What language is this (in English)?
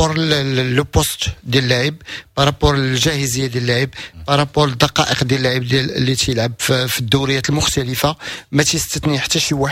Moroccan Arabic